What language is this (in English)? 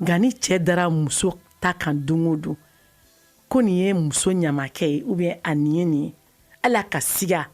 Bambara